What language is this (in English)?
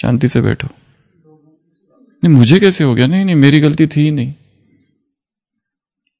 Hindi